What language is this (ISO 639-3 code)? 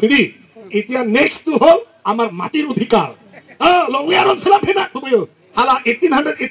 mjw